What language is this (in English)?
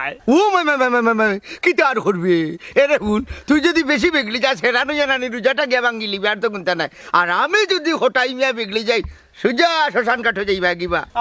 Sylheti